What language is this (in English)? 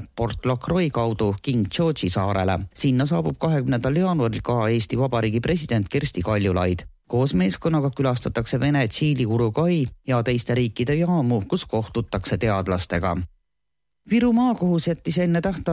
Estonian